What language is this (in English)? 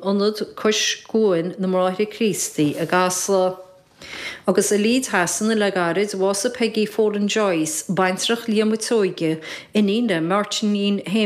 Irish